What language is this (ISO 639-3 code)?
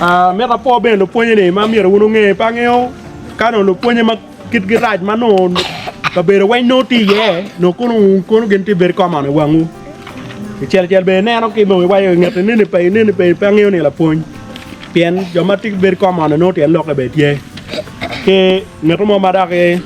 ach